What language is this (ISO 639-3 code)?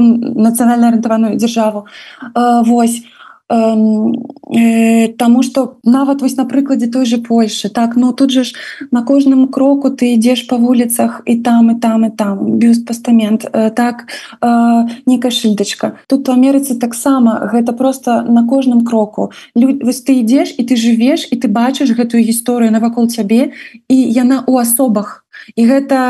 bel